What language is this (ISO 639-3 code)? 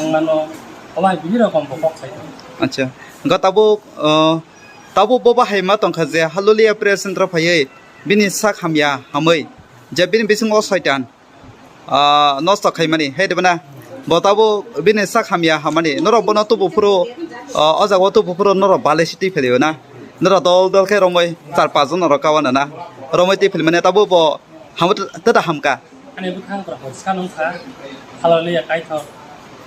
trp